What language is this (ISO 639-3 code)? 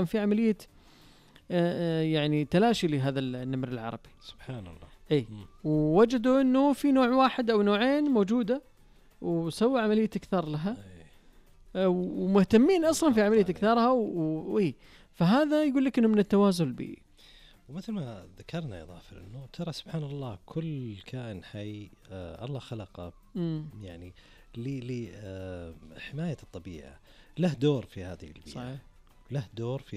ars